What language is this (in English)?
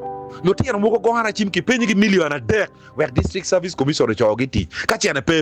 Acoli